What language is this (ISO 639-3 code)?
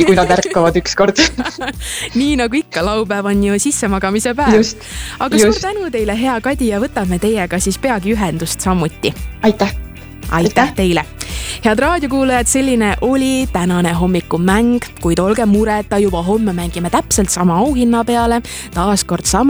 est